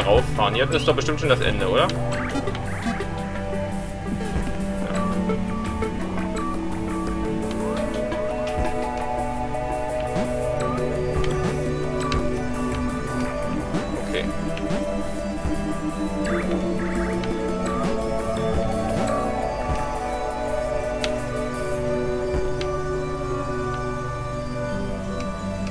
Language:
German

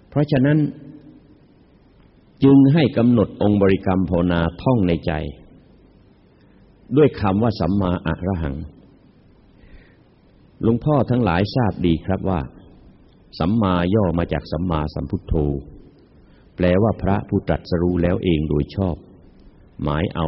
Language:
Thai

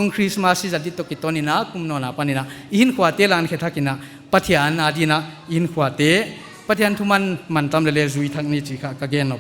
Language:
Paite Chin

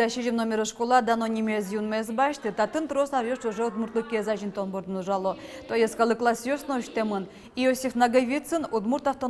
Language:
Udmurt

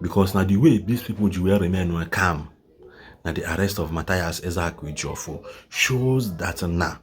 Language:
Igbo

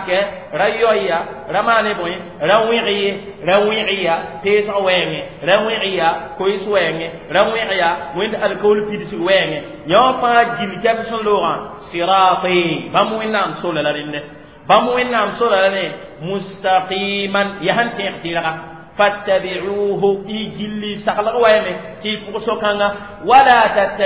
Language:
Mossi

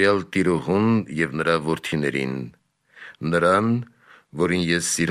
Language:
Armenian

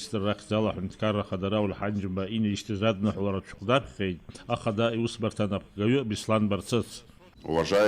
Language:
Abkhazian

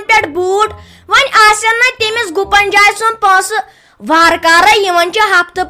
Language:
Kashmiri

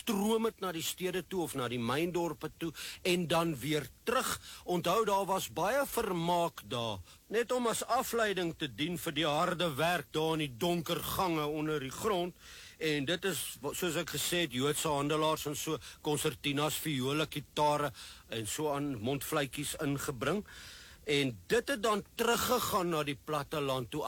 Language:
Afrikaans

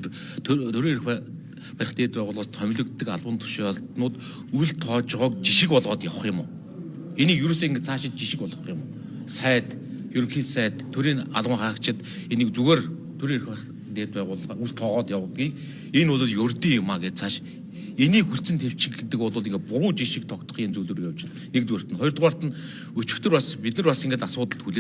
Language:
Mongolian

